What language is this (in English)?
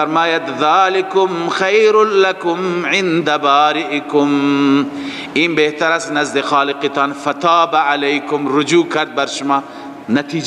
Persian